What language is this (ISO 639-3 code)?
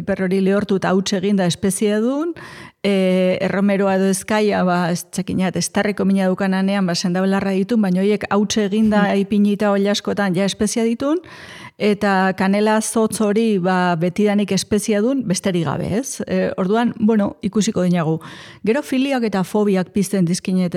eus